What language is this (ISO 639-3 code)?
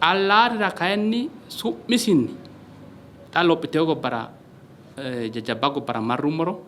sid